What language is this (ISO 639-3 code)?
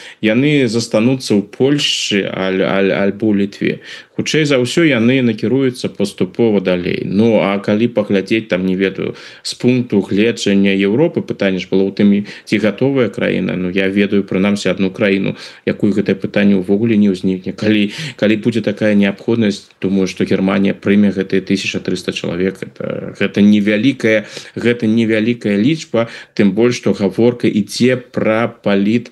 bel